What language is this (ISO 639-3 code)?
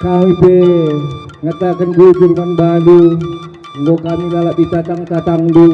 btx